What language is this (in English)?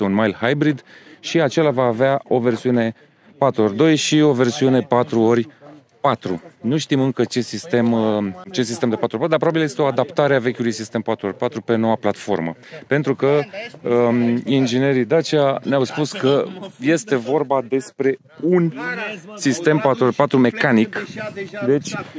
Romanian